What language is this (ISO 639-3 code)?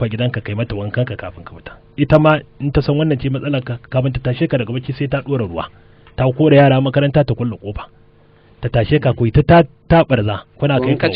hau